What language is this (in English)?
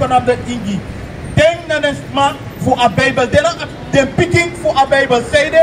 Sranan Tongo